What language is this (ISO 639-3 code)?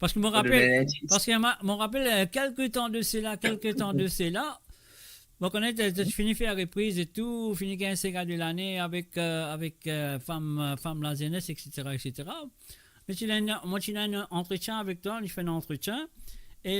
mfe